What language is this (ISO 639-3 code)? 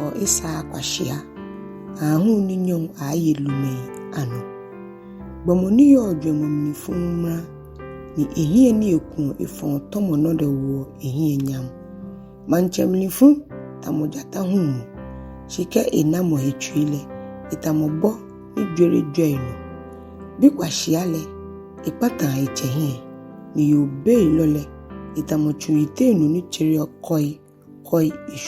gaa